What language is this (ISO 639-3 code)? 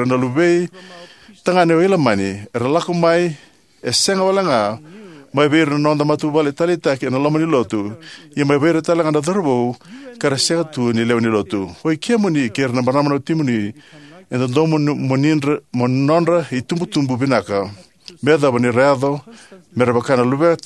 fij